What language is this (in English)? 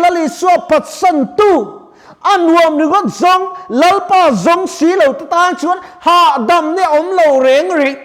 Mizo